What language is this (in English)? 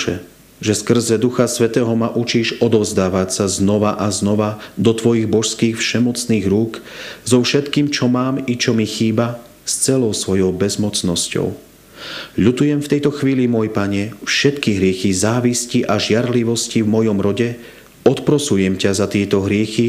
Slovak